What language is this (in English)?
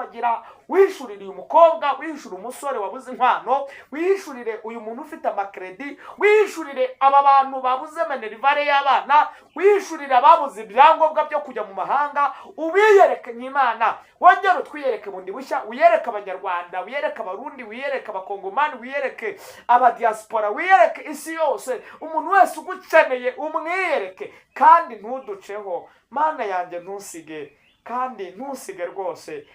Kinyarwanda